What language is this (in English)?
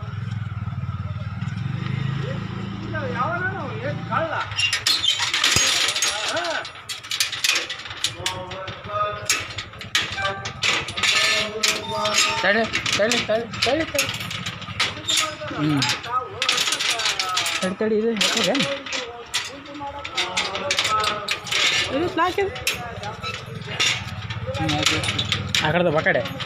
Kannada